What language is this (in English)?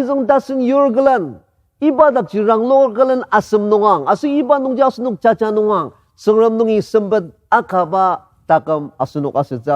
Ao Naga